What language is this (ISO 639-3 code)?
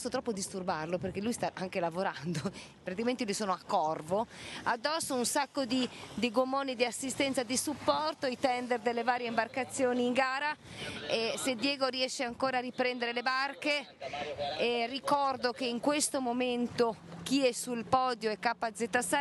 ita